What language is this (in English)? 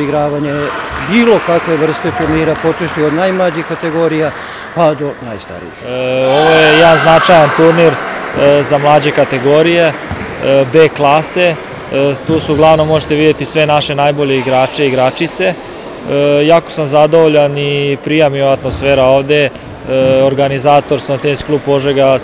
Serbian